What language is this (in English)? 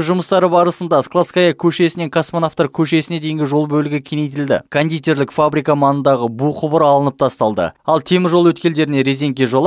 Kazakh